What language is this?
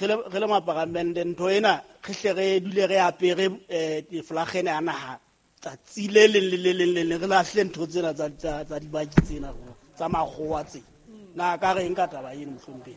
Southern Sotho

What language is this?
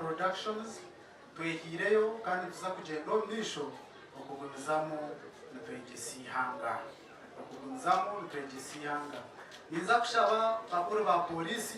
Nyankole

